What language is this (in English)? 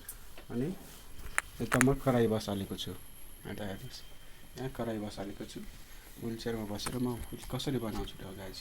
Nepali